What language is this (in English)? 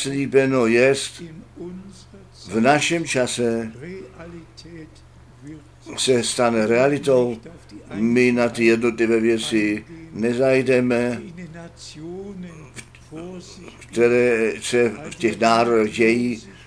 Czech